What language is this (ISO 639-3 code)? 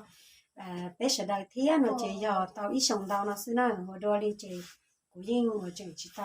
hmn